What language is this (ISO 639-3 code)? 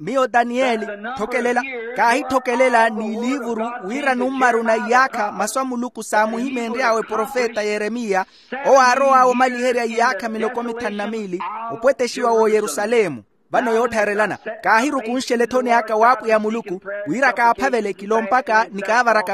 vmw